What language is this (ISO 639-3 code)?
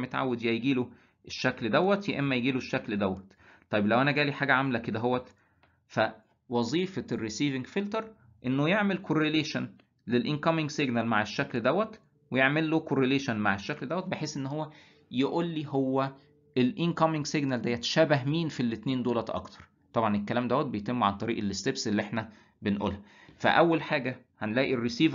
arz